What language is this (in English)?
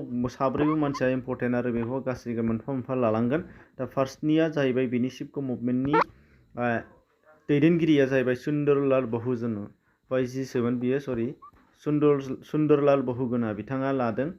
Bodo